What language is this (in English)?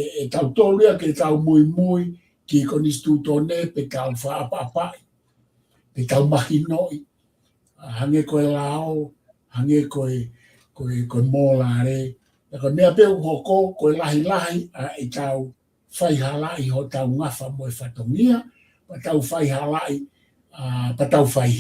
Tongan